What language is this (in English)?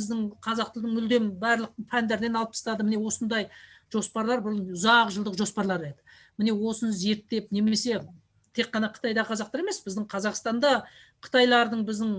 Kazakh